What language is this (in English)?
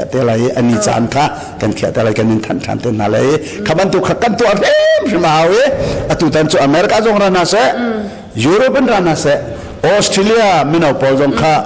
Hakha Chin